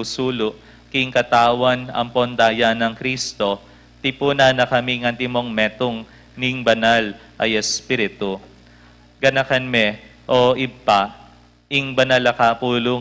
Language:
Pampanga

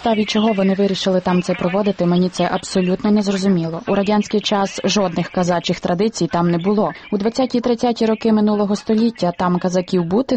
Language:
Ukrainian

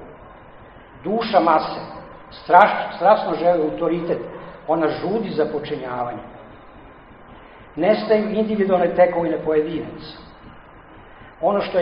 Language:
Serbian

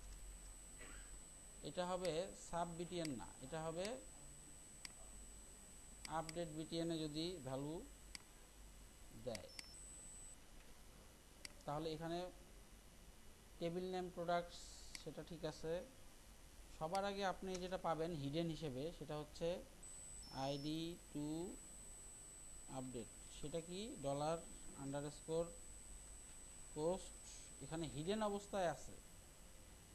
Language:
Bangla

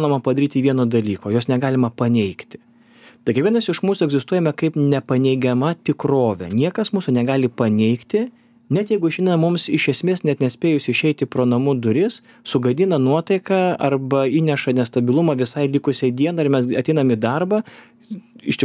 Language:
Lithuanian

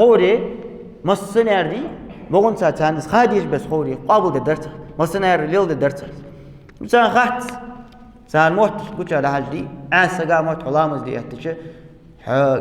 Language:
Ingush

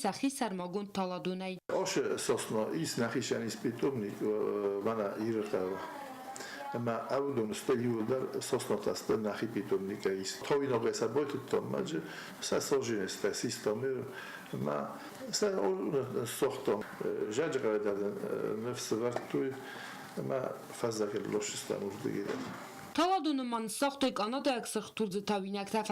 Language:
Ossetic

